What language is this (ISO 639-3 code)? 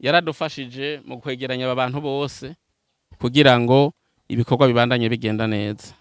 run